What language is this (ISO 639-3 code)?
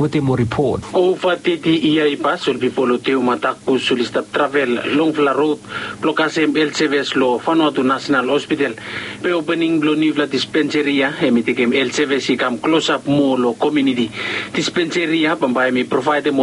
bis